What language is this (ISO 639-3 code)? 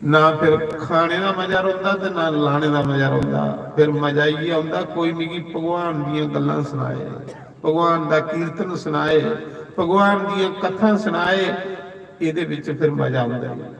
doi